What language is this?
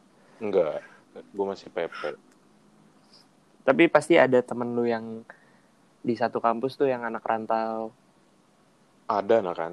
Indonesian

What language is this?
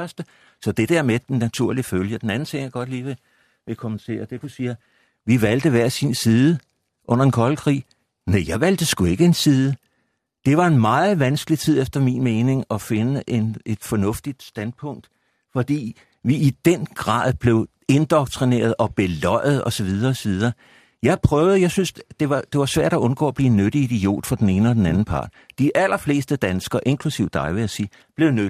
Danish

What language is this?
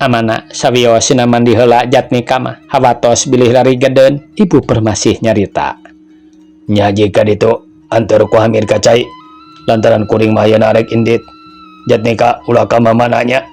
Sundanese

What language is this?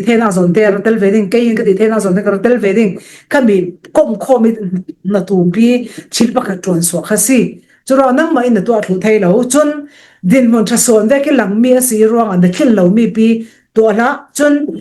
Falam Chin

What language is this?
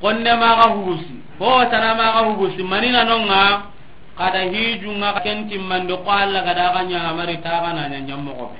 Soninke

